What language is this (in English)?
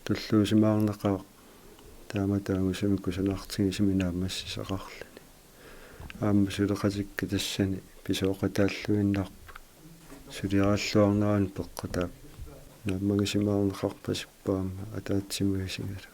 Kalaallisut